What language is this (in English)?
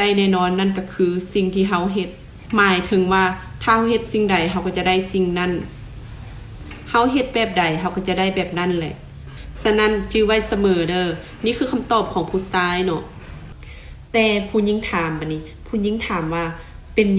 Lao